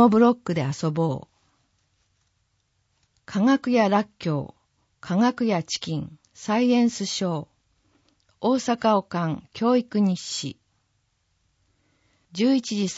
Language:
Japanese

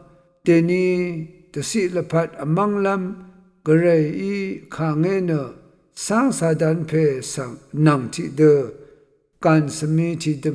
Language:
Rawang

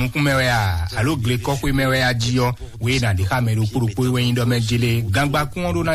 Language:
Fon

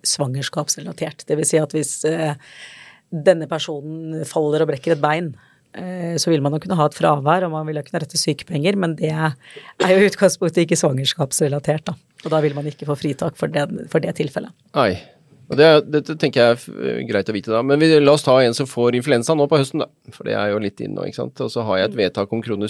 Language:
Norwegian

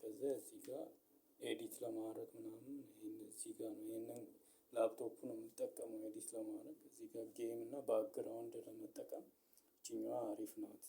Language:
Amharic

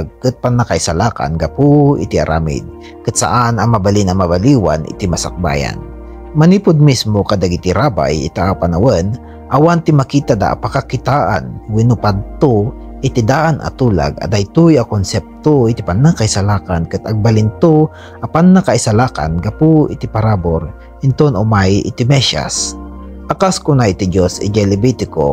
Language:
Iloko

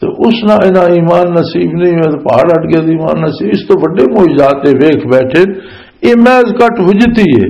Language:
Western Panjabi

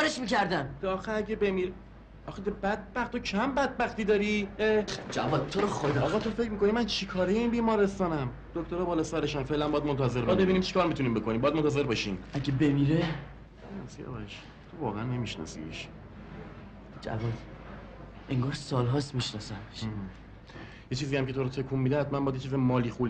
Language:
Persian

